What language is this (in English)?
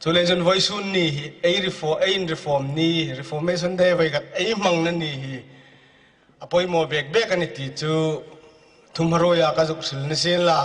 Hmar